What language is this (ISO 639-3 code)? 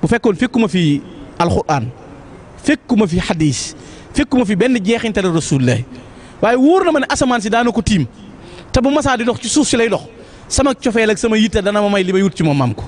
wol